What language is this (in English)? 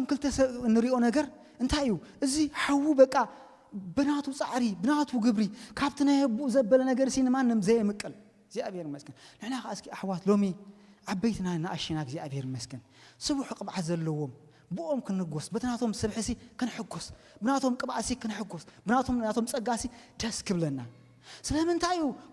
Tigrinya